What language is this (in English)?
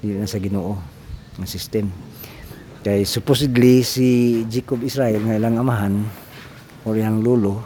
Cebuano